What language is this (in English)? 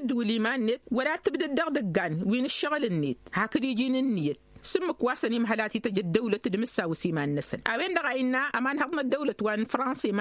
Tamasheq